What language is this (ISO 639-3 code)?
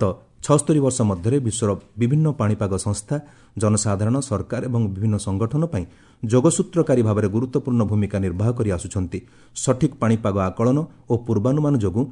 ori